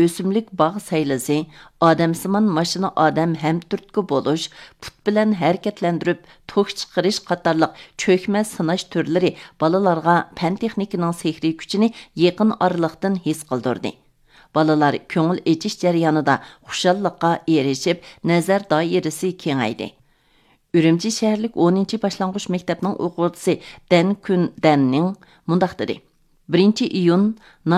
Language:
Uyghur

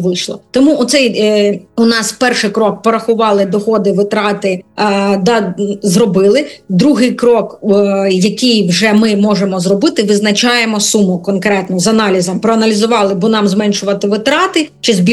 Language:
Ukrainian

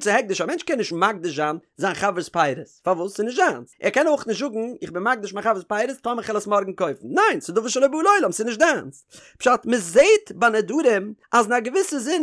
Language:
Yiddish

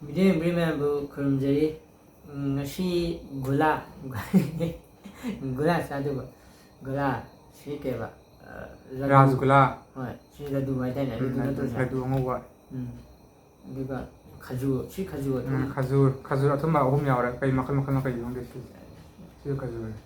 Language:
Manipuri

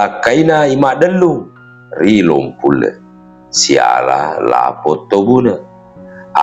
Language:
Buginese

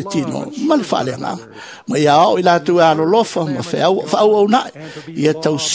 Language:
Samoan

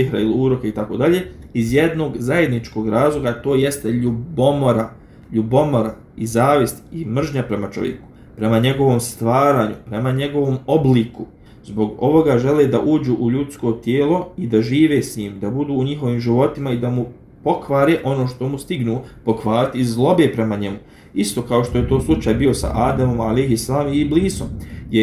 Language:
Bosnian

